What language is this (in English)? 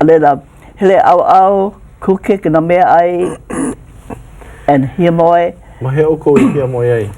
Hawaiian